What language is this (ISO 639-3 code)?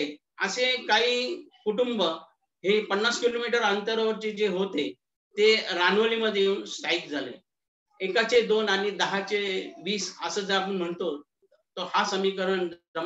mar